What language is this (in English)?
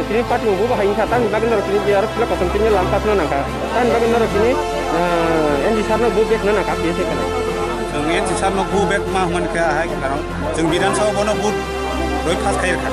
Kok Borok